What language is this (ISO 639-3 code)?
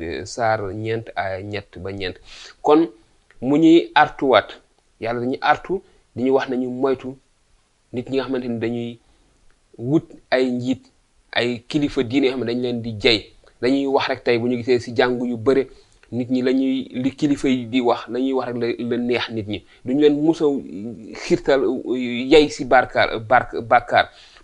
wol